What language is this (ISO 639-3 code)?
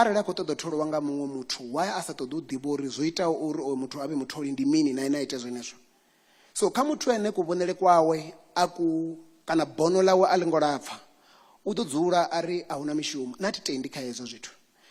ven